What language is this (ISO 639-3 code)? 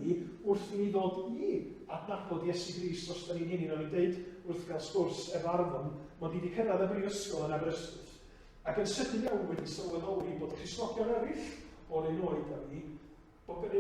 cym